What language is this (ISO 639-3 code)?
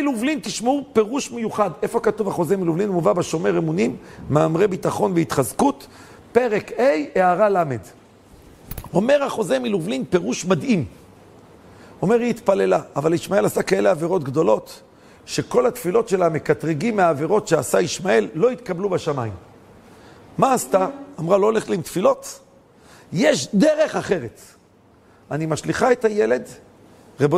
heb